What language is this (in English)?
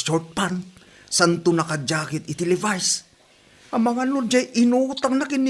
Iloko